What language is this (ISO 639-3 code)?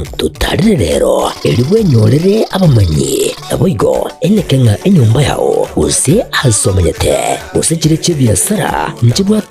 guz